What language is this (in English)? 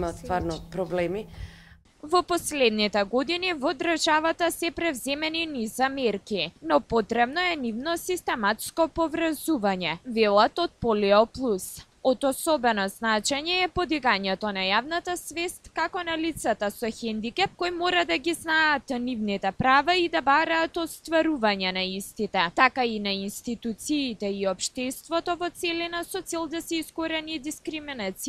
Macedonian